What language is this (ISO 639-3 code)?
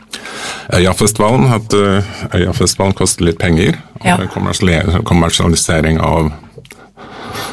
nor